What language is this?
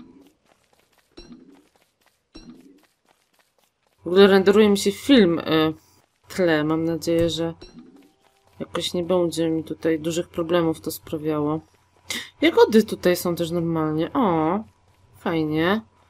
Polish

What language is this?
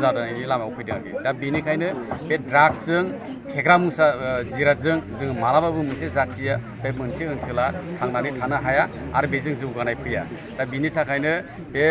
Bodo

